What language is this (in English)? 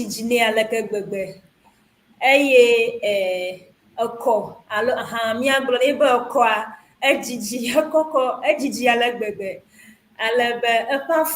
Ewe